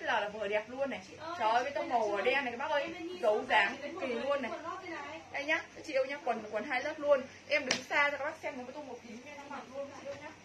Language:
Vietnamese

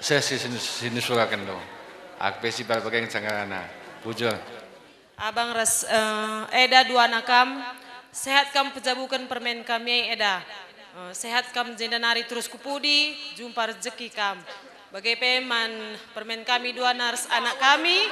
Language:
Batak Karo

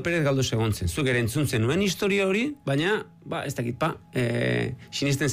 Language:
Basque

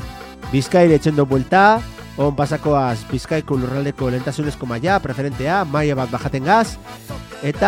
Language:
Basque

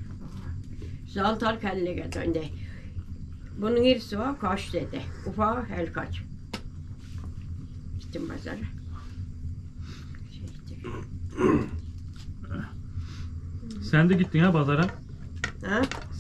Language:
Turkish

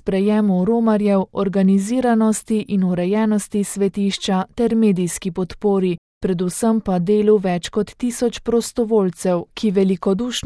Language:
Slovenian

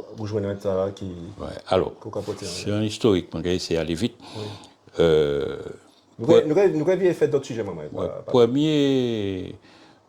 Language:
Guadeloupean Creole French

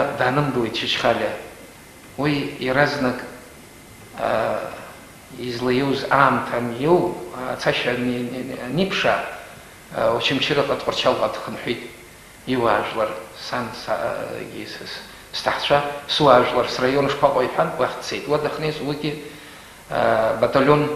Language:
Abkhazian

